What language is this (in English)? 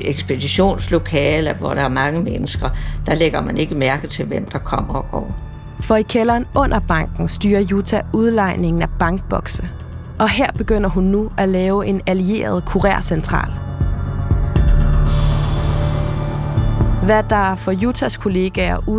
Danish